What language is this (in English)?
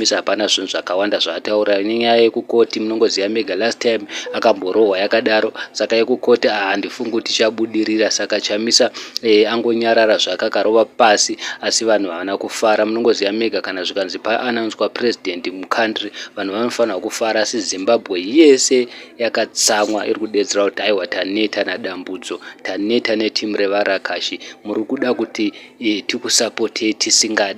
Shona